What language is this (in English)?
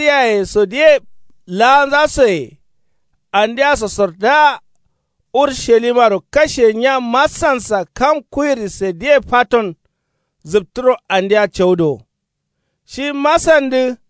Kanuri